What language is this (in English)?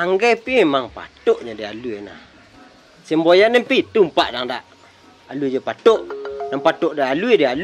Minangkabau